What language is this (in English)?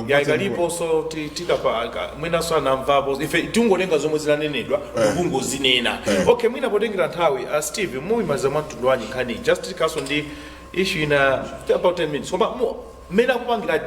Nyanja